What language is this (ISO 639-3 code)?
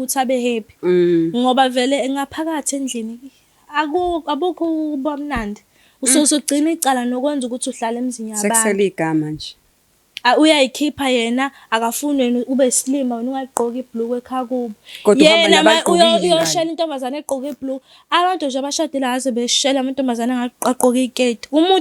zul